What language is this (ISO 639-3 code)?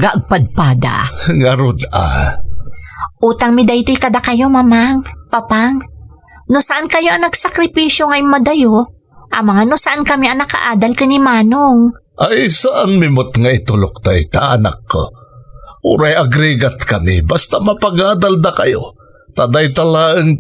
ilo